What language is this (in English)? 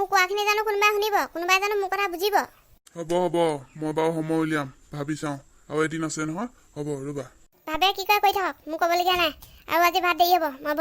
Assamese